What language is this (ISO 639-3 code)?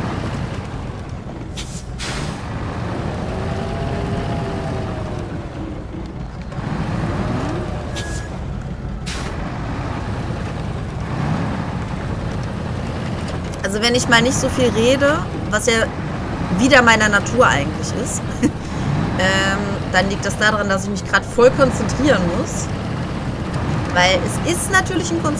deu